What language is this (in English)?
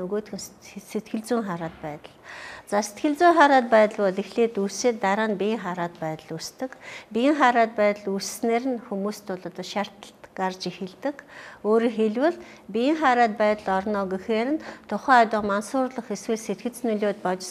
Mongolian